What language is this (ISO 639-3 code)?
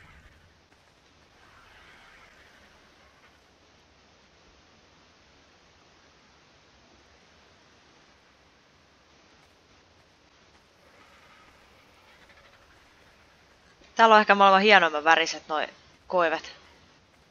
fin